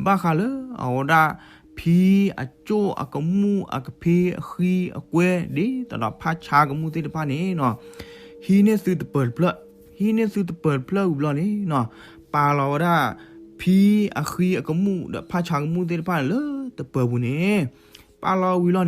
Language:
S'gaw Karen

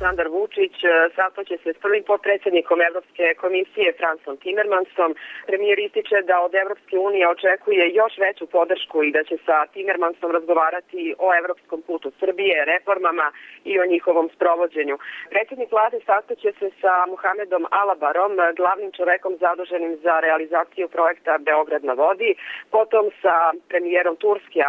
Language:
Serbian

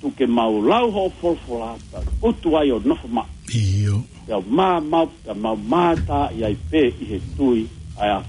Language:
Tongan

